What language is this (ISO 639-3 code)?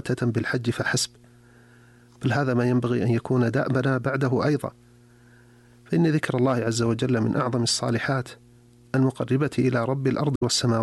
ara